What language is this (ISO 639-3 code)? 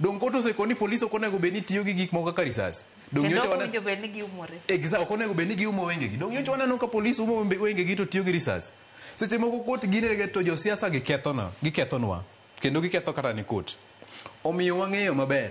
luo